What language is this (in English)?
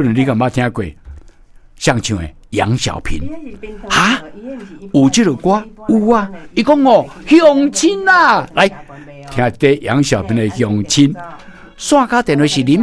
Min Nan Chinese